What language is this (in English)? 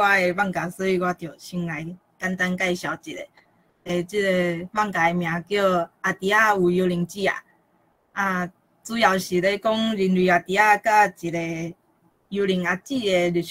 Min Nan Chinese